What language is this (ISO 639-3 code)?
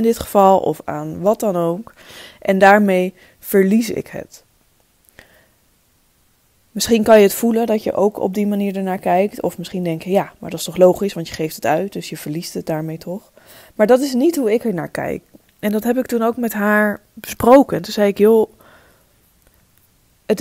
nld